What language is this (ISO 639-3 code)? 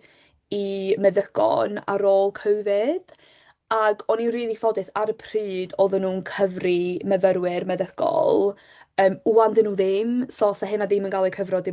cym